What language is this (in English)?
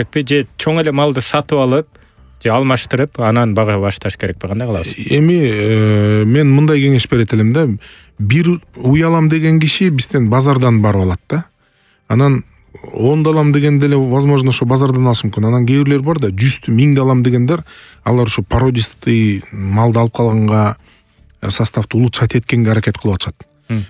Kyrgyz